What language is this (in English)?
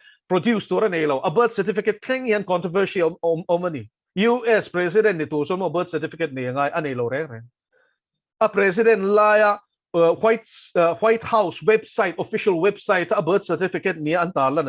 Mizo